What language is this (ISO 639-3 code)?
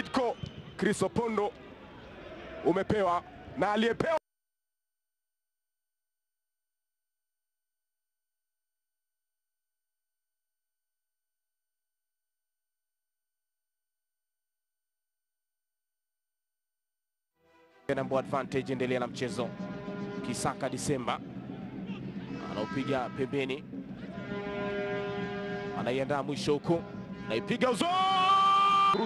swa